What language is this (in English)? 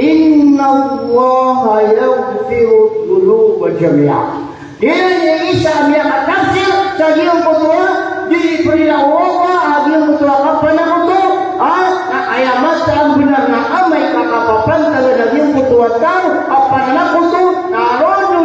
Maranao